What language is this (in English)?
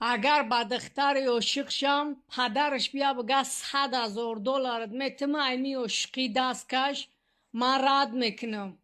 Tajik